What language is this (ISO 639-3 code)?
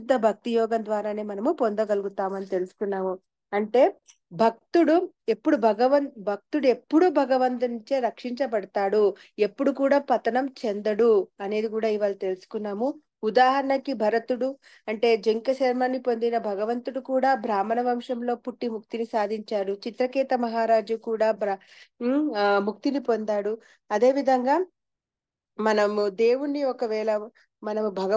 tel